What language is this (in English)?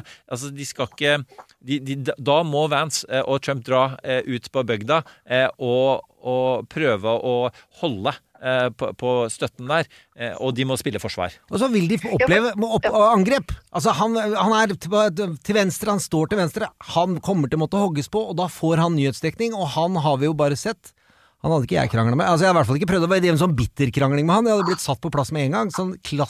Norwegian